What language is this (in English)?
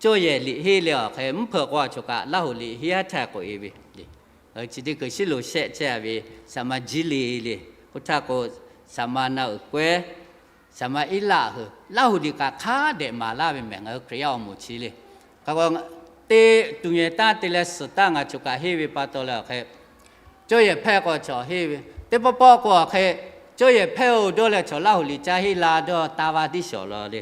Lahu